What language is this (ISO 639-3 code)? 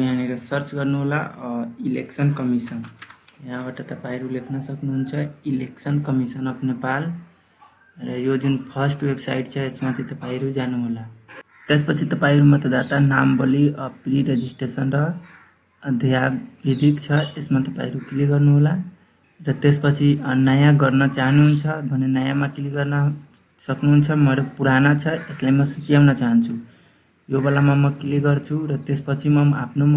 nep